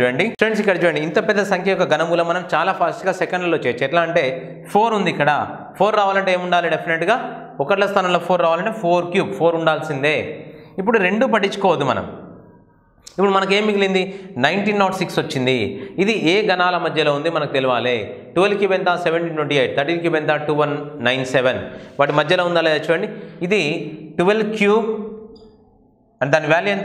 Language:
Telugu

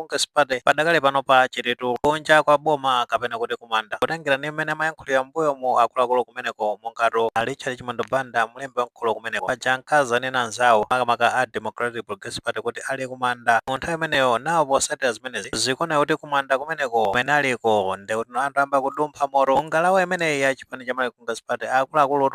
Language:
Nyanja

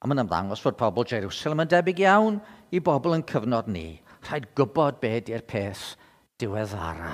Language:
Welsh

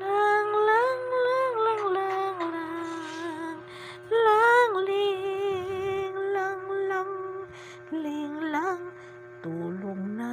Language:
Cebuano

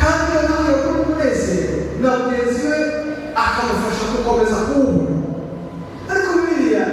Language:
Kinyarwanda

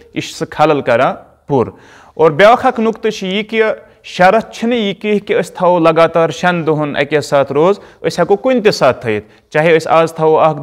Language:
Kashmiri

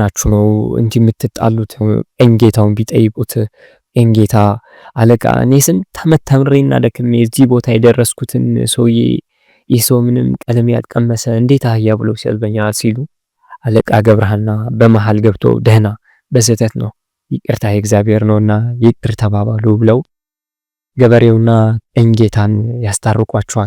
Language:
Amharic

